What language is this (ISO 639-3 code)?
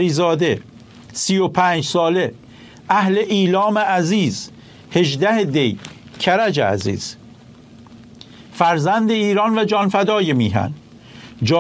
fas